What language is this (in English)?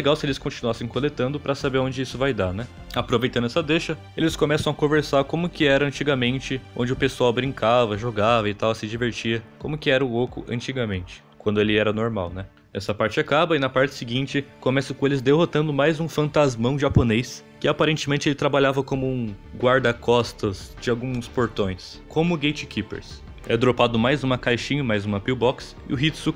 Portuguese